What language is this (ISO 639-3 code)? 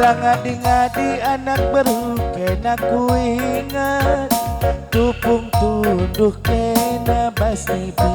btx